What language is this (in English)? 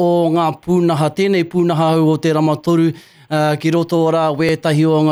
Māori